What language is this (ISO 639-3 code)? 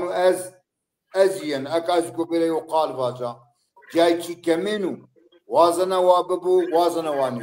zza